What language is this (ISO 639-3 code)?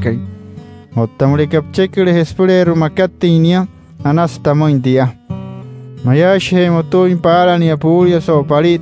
guc